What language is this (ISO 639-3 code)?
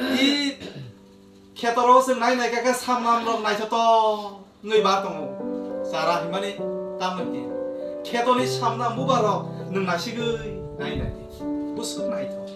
trp